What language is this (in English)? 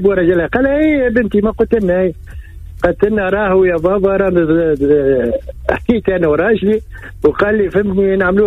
Tunisian Arabic